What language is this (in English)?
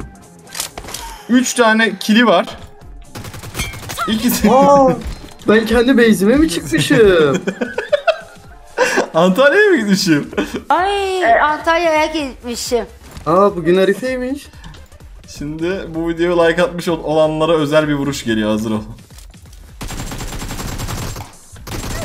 Turkish